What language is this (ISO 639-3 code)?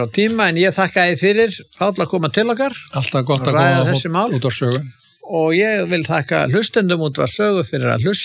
isl